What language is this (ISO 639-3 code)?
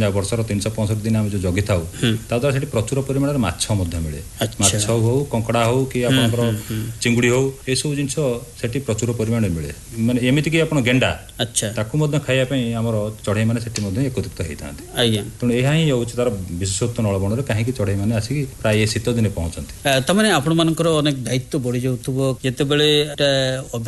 ori